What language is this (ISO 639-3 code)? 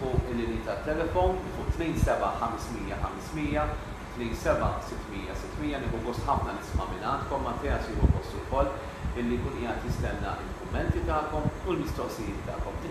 mlt